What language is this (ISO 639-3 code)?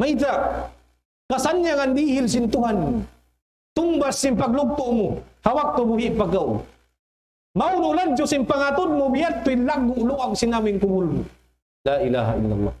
tsg